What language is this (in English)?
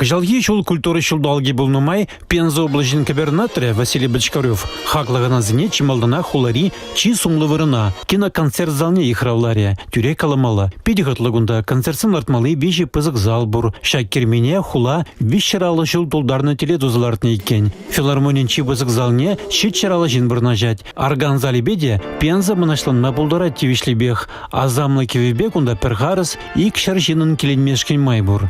Chuvash